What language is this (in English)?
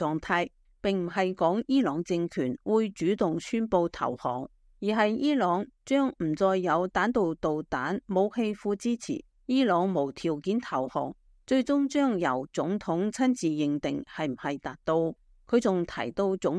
Cantonese